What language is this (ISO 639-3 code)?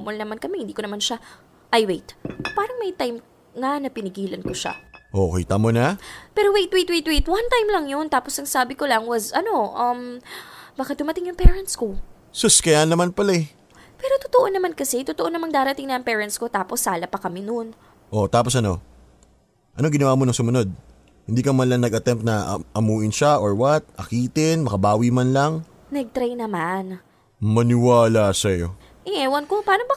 fil